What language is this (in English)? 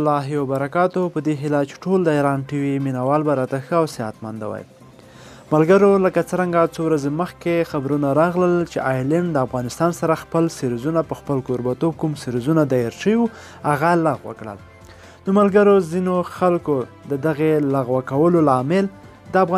Pashto